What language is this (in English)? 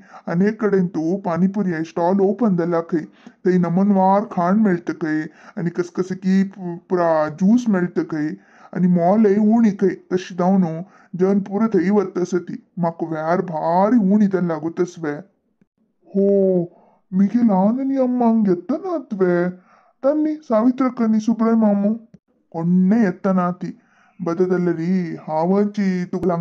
Konkani